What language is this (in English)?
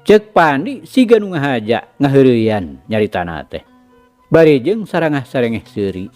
Sundanese